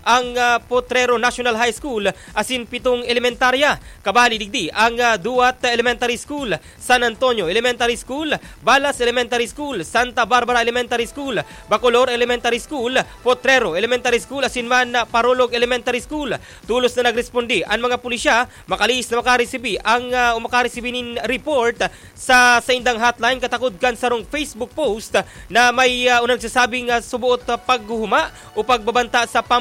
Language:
Bikol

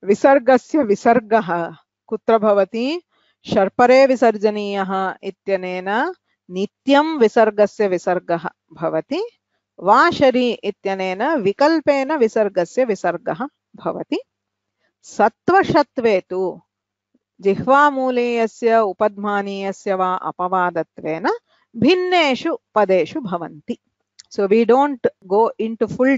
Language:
Sanskrit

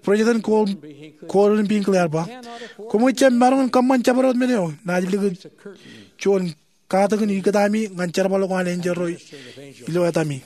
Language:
Marshallese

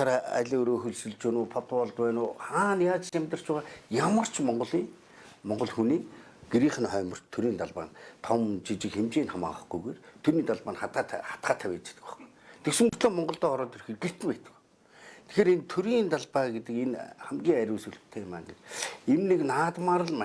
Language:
Mongolian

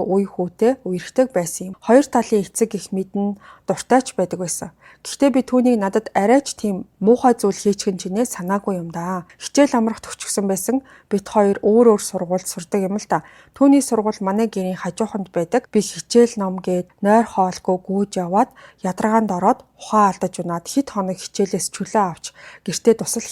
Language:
Mongolian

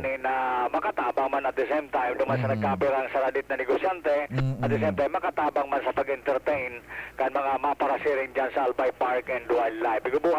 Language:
Bikol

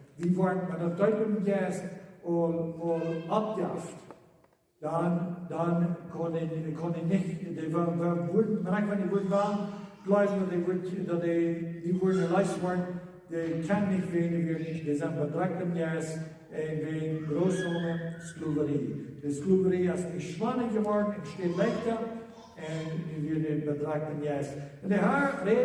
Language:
Plautdietsch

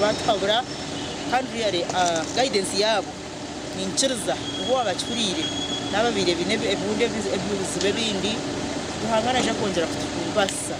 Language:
Nyankole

